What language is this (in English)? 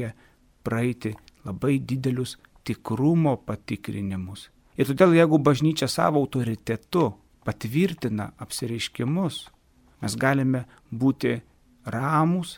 Lithuanian